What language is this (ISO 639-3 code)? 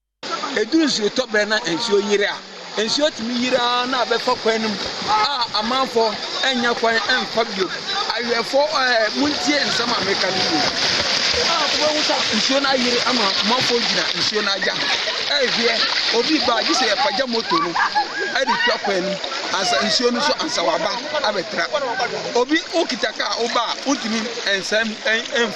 aka